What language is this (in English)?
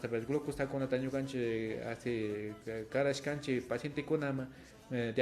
Imbabura Highland Quichua